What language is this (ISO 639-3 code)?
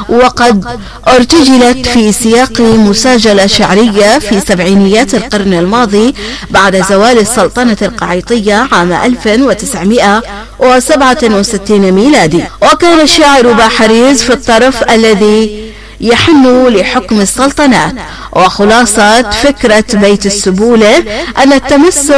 ara